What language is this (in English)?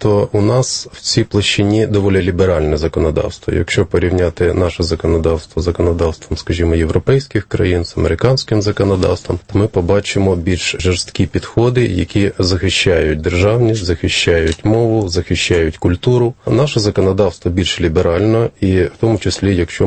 Ukrainian